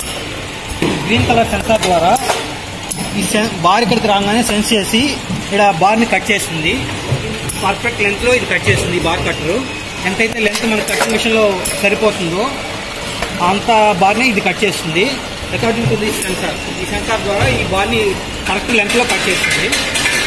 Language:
Telugu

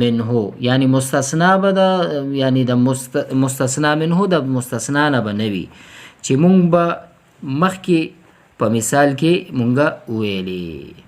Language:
Pashto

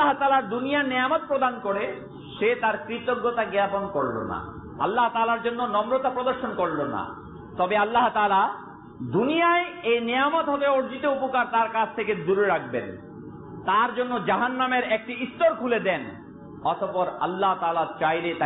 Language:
Bangla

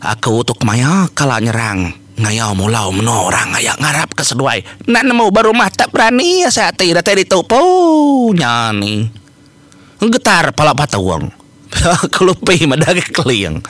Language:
Iban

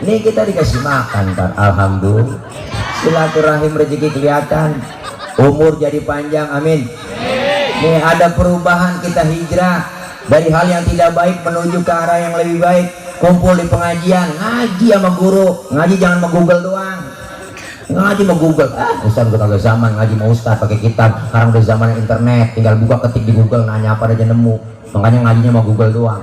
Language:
Betawi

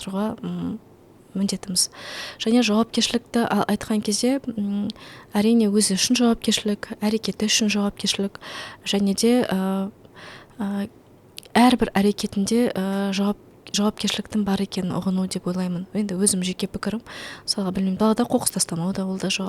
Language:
Kazakh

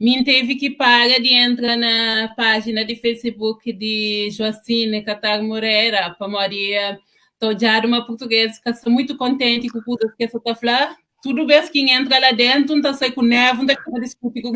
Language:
Kabuverdianu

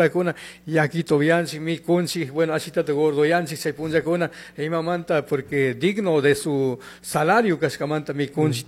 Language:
Chimborazo Highland Quichua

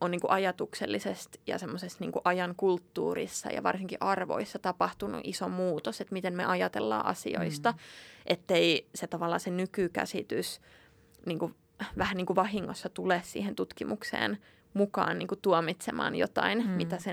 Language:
Finnish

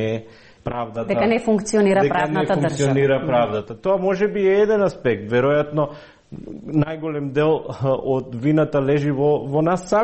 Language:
Macedonian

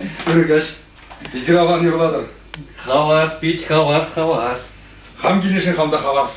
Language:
Chuvash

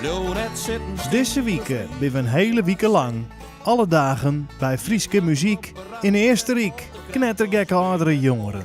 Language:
Western Frisian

